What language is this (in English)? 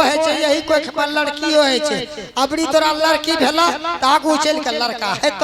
Angika